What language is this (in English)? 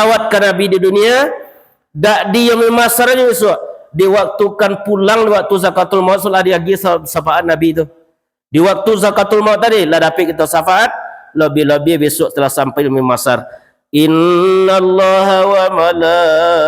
Minangkabau